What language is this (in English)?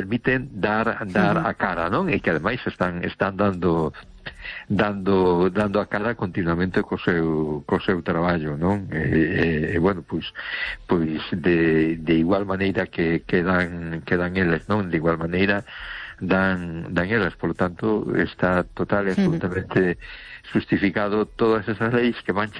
Galician